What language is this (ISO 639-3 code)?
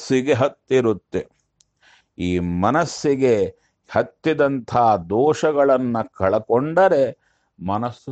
kan